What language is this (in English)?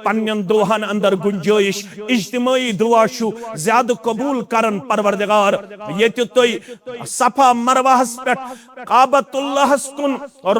Kashmiri